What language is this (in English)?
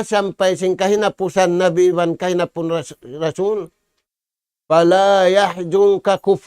Tausug